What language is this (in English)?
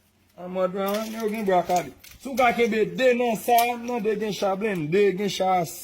Haitian Creole